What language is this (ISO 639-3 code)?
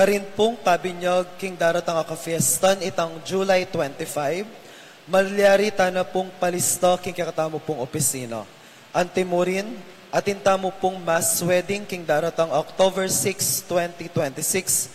pam